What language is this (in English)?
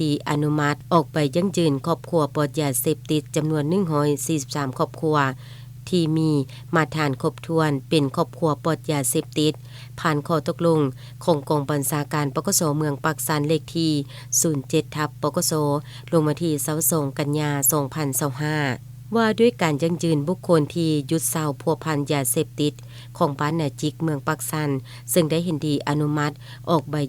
Lao